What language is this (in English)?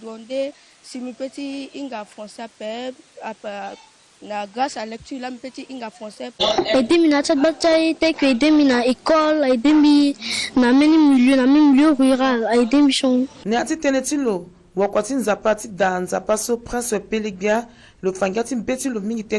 Sango